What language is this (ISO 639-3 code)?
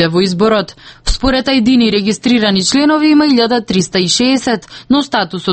mkd